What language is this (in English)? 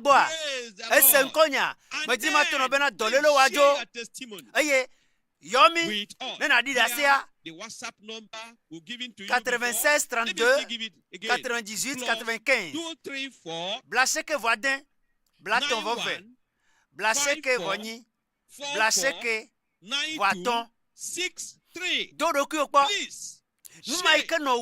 Ewe